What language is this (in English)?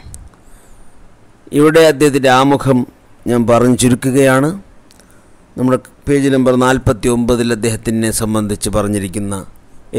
Malayalam